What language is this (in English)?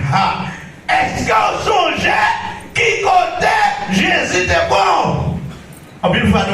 Haitian Creole